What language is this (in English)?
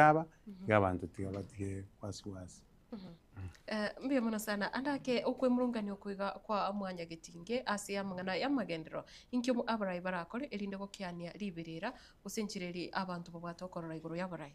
Gusii